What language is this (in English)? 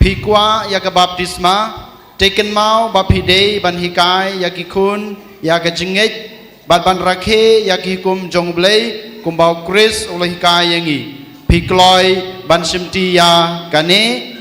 Khasi